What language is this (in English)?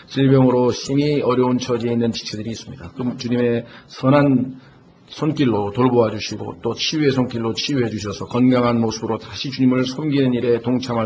Korean